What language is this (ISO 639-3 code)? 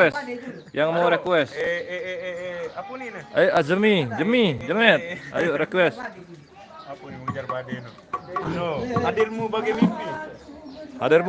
sas